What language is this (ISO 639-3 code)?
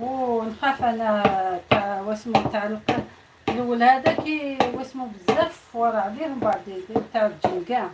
arq